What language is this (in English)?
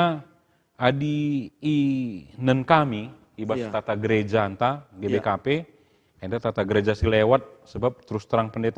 Batak Karo